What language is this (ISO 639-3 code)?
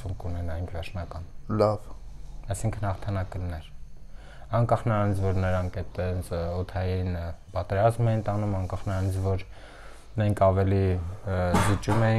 hye